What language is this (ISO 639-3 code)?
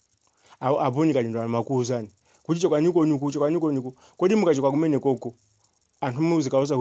nya